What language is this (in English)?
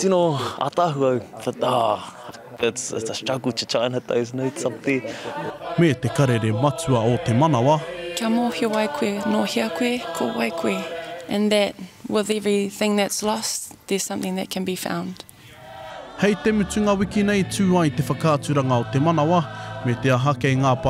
Māori